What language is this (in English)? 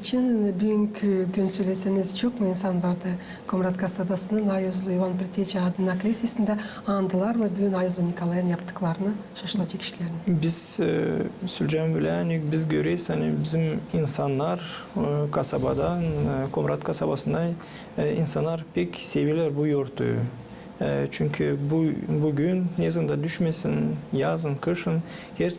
Gagauz